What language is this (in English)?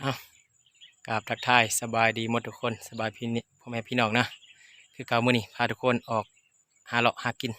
Lao